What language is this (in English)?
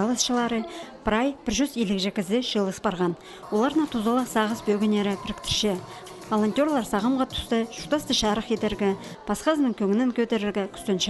Khakas